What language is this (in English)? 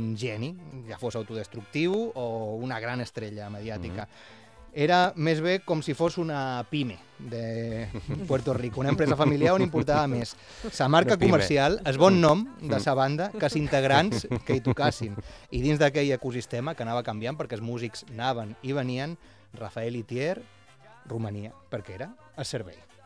Catalan